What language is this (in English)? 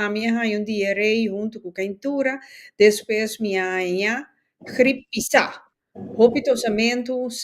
Papiamento